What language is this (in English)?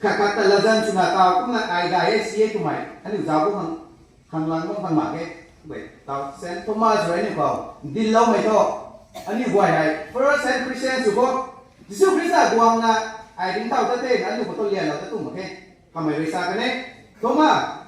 Rongmei Naga